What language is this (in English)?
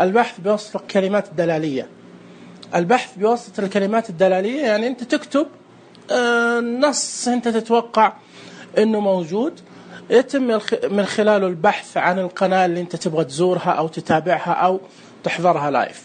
Najdi Arabic